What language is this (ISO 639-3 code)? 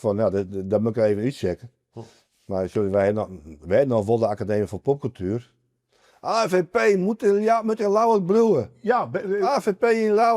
fry